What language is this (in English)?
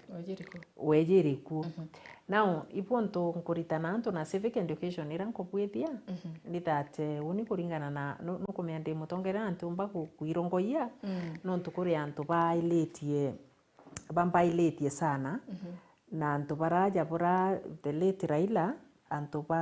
Meru